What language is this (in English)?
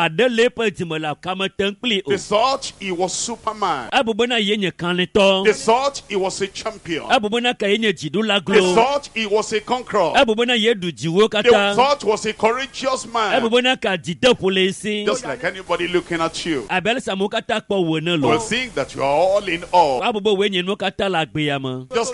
Ewe